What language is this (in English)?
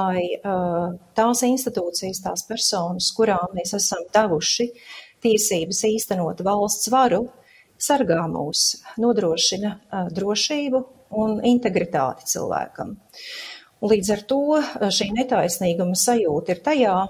Latvian